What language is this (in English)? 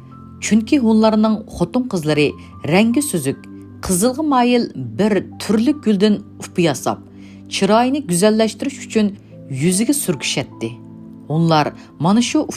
Uyghur